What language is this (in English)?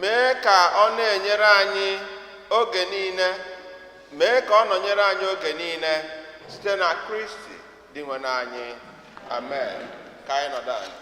Igbo